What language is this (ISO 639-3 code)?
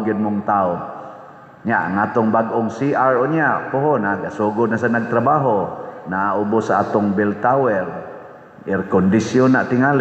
ceb